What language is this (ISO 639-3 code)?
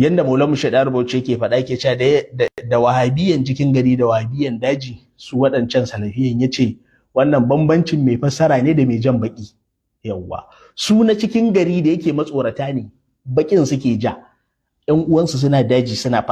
hau